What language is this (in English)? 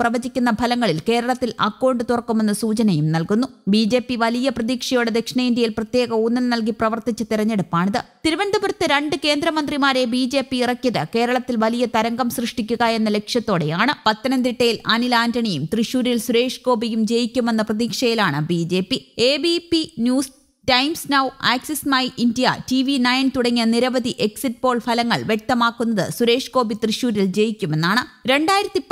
Malayalam